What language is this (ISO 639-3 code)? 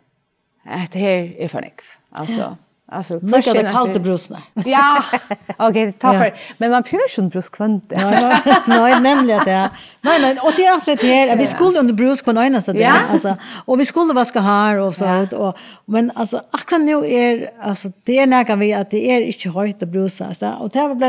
fao